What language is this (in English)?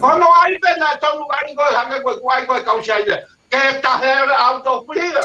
Tongan